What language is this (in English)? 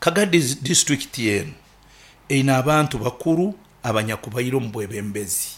Nyoro